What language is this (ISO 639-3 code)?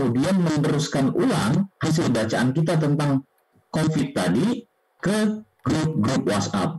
ind